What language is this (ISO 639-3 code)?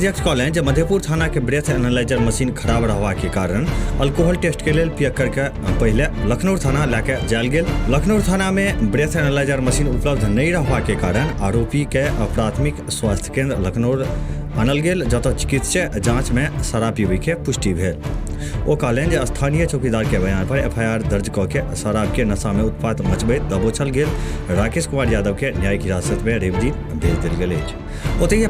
mai